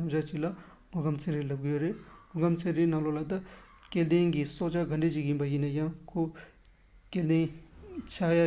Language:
Tibetan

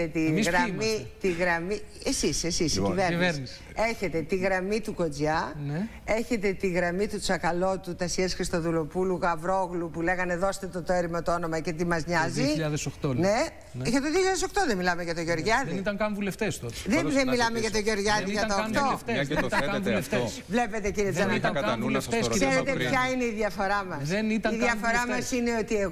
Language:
Greek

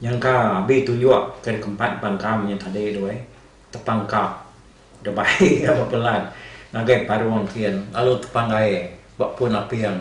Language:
Iban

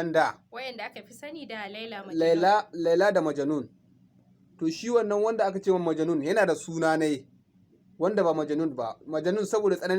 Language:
Hausa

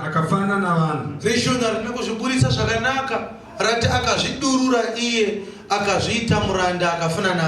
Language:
Shona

